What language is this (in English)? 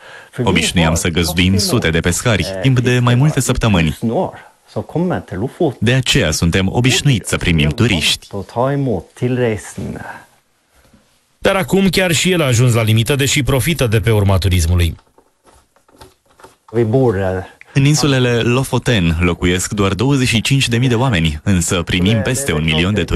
Romanian